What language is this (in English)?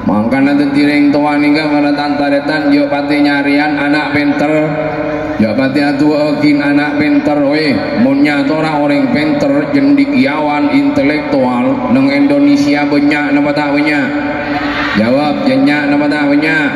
Madurese